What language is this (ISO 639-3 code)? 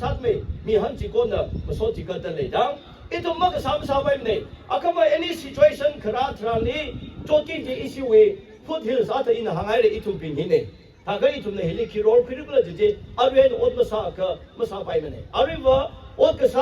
nmf